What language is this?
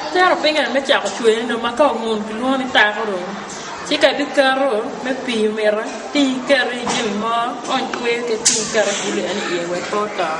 Acoli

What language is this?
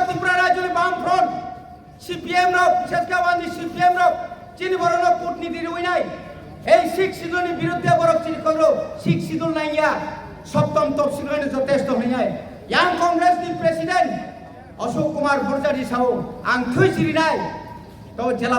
Kok Borok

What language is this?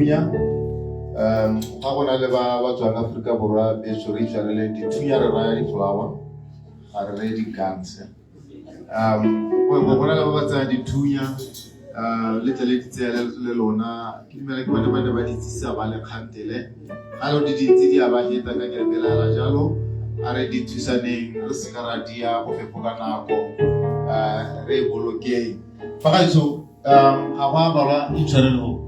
Tswana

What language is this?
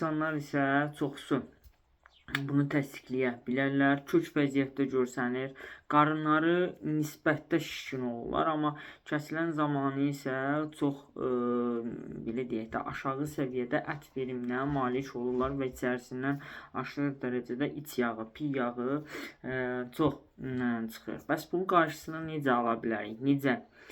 Azerbaijani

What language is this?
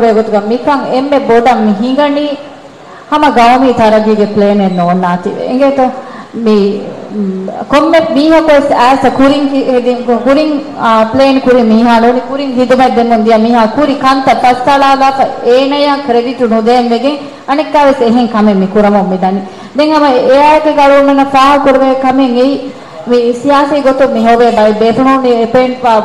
Divehi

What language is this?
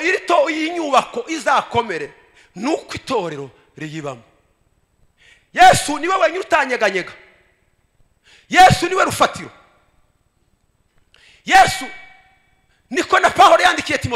Kinyarwanda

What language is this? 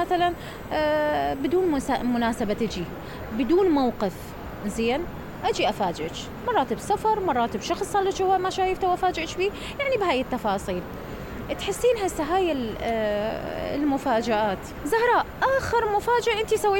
Mesopotamian Arabic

